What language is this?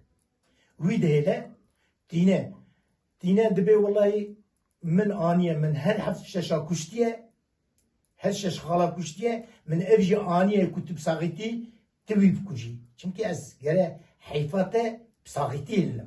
Kurdish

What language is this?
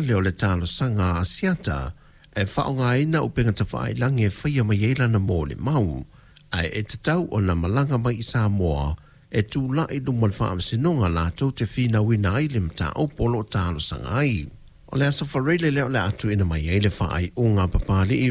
Samoan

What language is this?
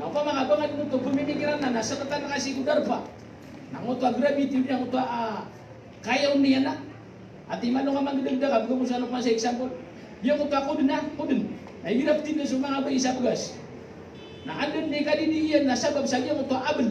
Maranao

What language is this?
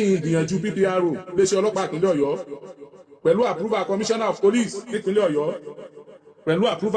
Yoruba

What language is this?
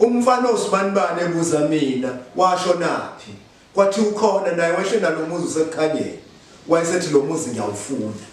Zulu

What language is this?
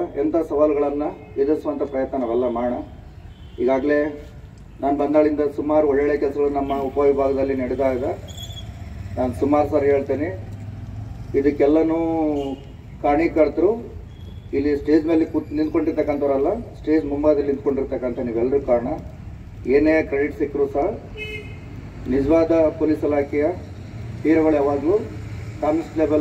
Kannada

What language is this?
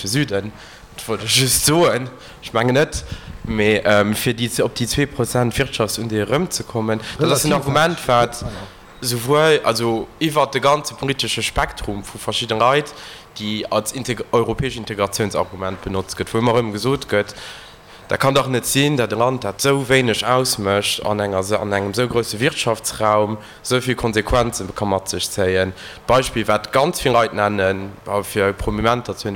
Luxembourgish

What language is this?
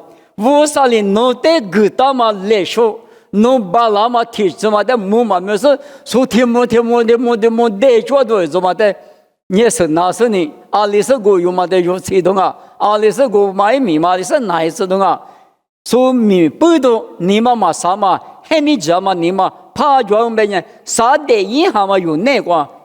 Lisu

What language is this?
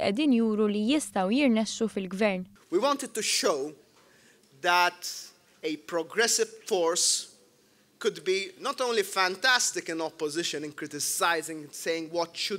Maltese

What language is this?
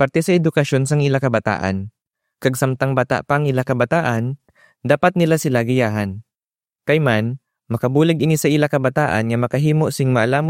Hiligaynon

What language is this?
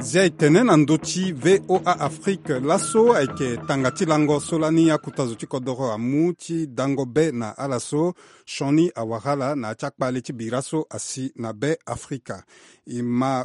Sango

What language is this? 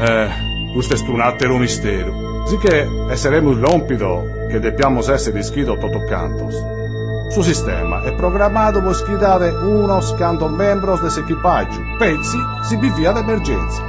Sardinian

